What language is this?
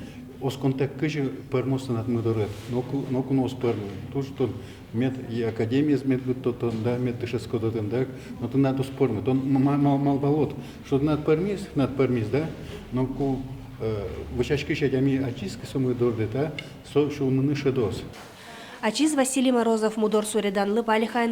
Udmurt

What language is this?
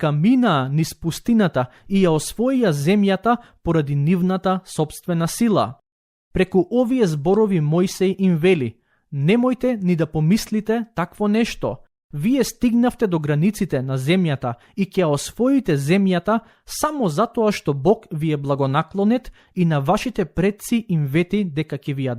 Macedonian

